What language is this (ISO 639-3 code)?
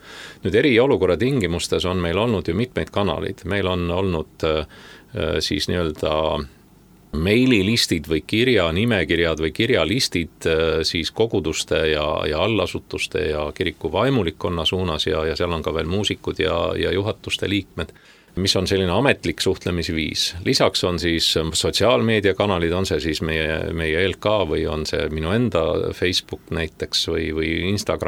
est